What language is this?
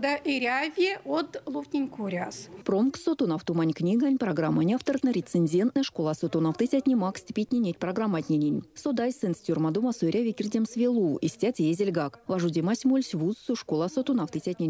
Erzya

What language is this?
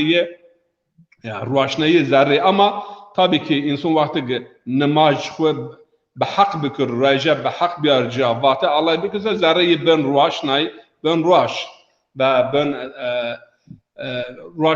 Zaza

